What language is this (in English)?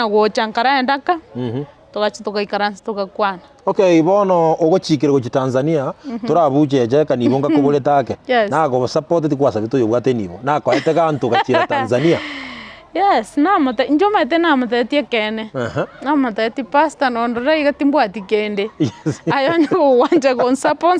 Gusii